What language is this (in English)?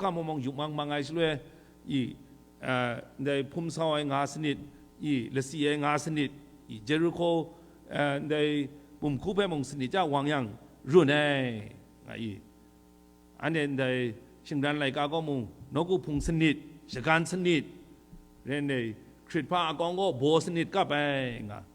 Kachin